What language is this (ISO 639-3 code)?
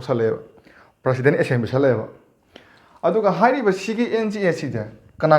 mni